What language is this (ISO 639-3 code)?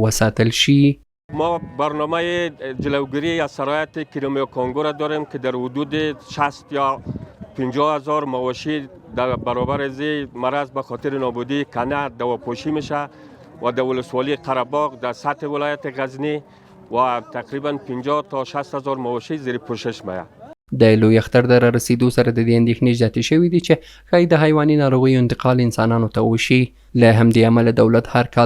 pus